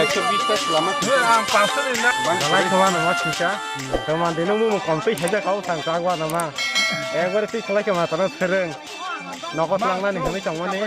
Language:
Kok Borok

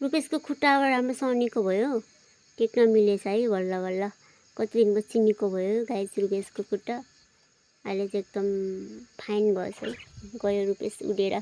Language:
Nepali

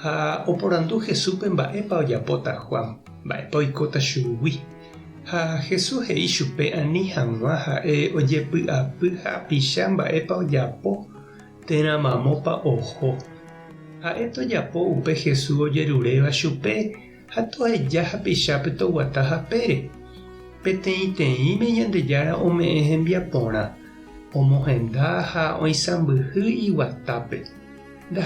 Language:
Guarani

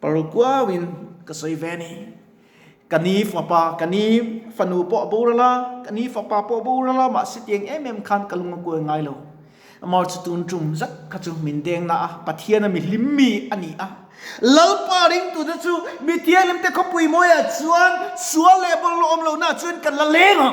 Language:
Mizo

